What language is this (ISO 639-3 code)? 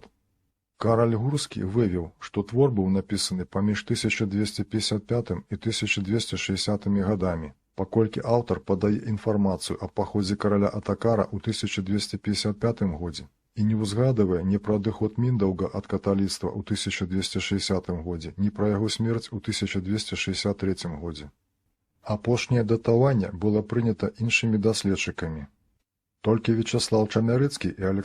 bel